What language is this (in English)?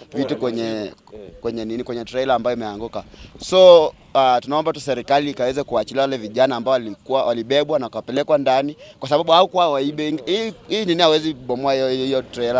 Swahili